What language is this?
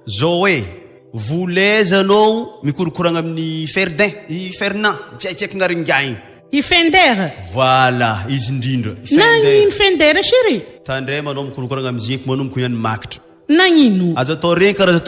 Malagasy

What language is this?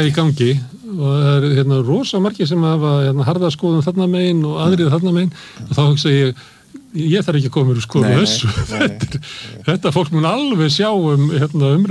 Icelandic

